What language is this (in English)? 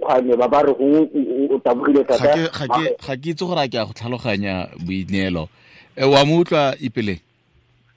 Tswana